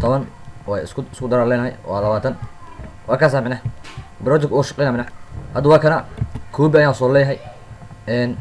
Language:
Somali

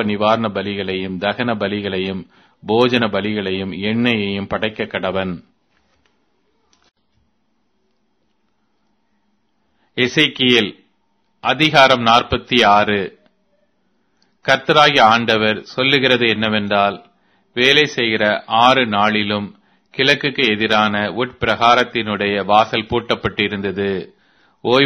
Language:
Tamil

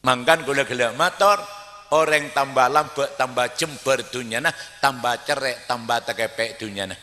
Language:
Madurese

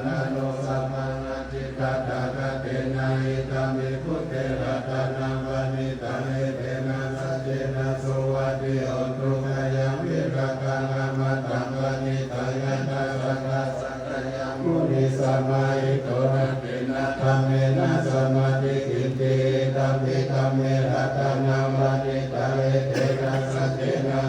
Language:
Pali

